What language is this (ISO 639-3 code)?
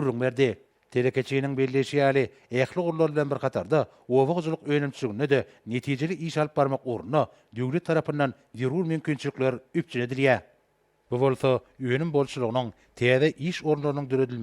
tuk